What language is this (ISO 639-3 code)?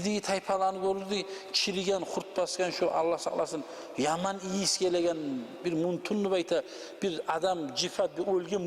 kum